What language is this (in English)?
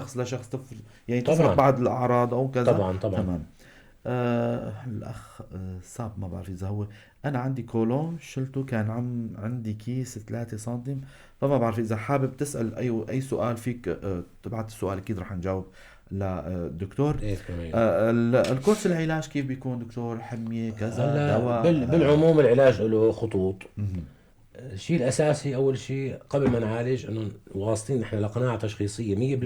North Levantine Arabic